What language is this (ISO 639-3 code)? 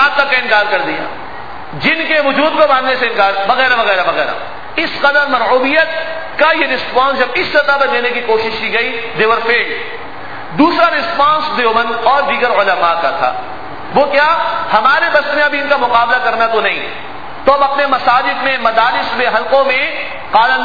urd